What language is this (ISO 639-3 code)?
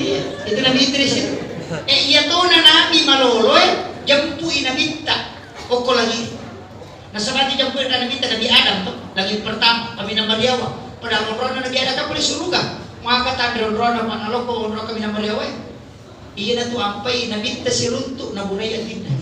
bug